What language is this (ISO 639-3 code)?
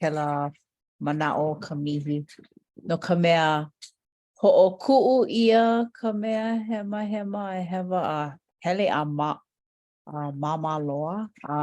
haw